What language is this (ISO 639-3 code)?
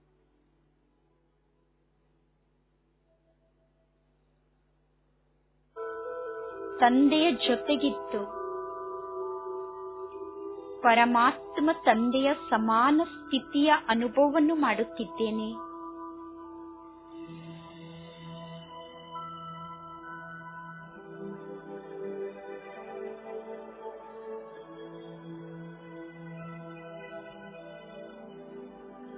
kan